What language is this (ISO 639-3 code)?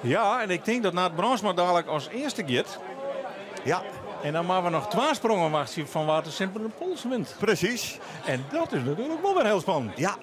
fry